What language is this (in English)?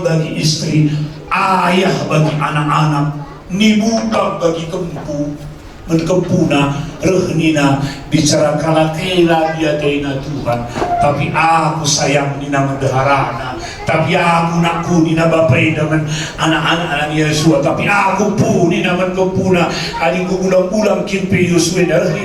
Batak Karo